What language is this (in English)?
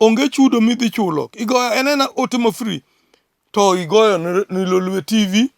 Luo (Kenya and Tanzania)